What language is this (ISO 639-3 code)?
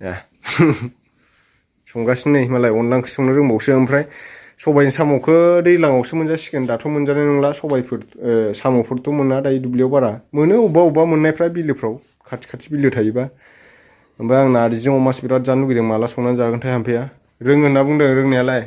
brx